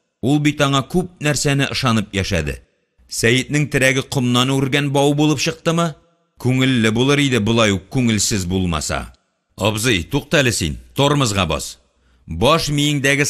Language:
Tatar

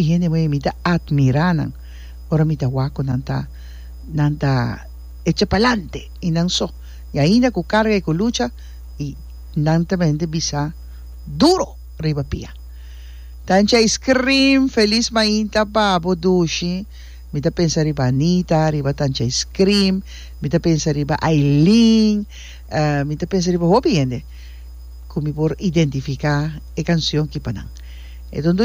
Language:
Papiamento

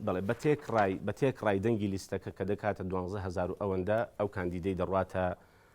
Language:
Central Kurdish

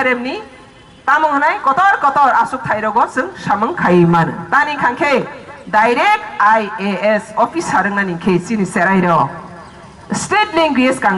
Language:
Kok Borok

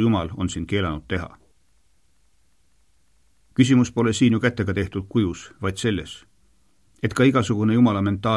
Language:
Estonian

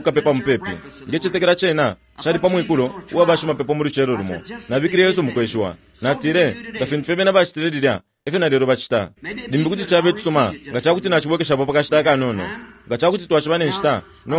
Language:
Bemba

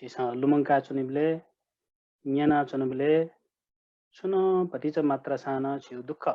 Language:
Newari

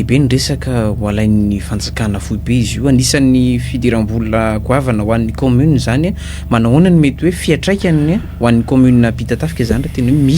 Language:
Malagasy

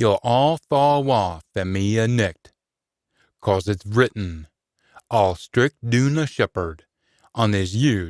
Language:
Scots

